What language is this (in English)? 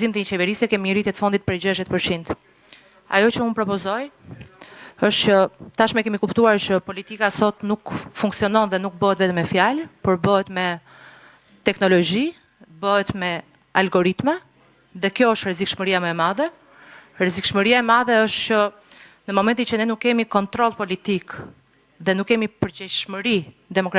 Albanian